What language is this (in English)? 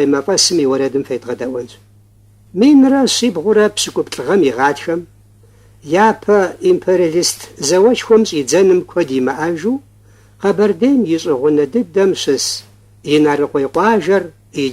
Kabardian